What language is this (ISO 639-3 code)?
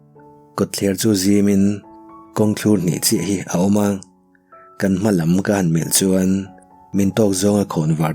lus